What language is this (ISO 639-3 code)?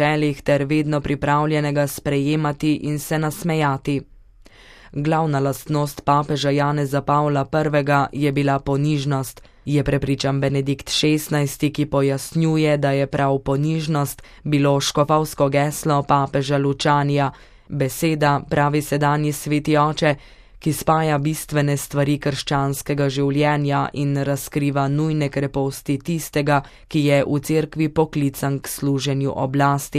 slv